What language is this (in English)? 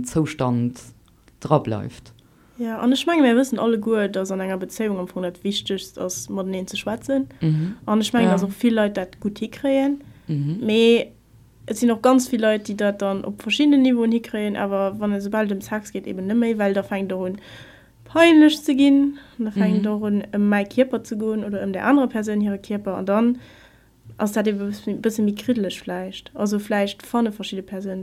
Luxembourgish